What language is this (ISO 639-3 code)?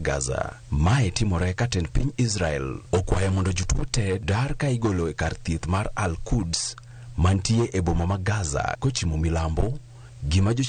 luo